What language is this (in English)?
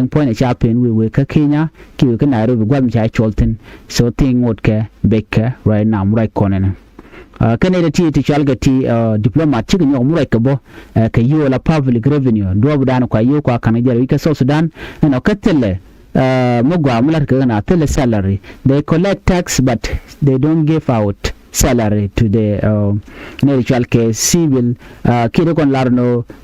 Nuer